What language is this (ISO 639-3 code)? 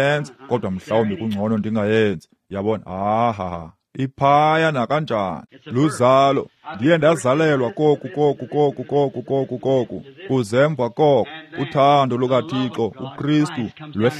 xho